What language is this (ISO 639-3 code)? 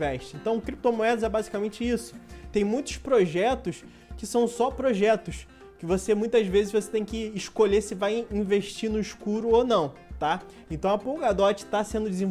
por